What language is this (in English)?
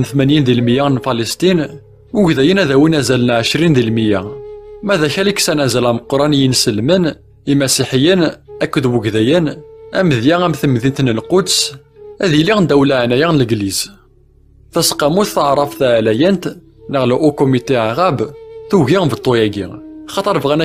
Kabyle